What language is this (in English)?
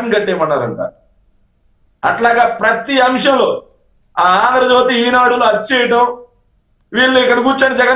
Telugu